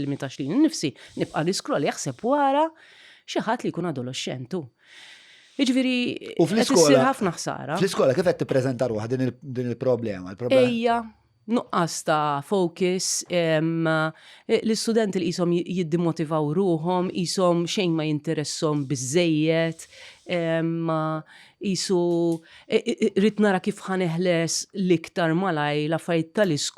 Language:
Maltese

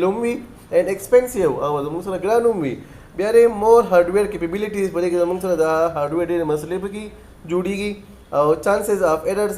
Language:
Pashto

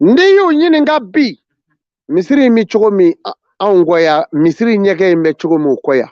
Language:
Bambara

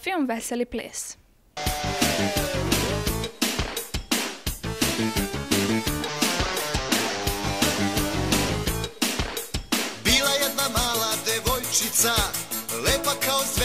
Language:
Serbian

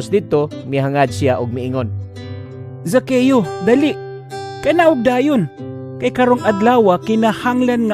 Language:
Cebuano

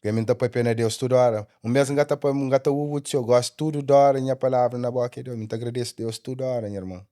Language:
Kabuverdianu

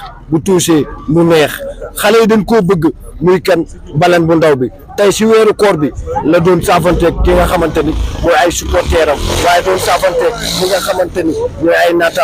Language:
Wolof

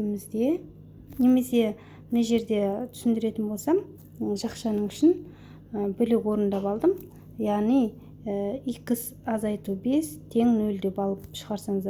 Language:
Kazakh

